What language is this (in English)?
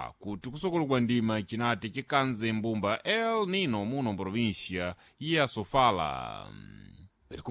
Sena